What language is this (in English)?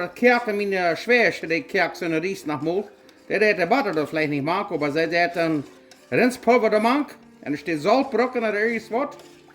Plautdietsch